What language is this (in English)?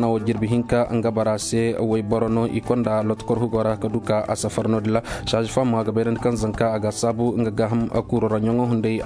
Koyraboro Senni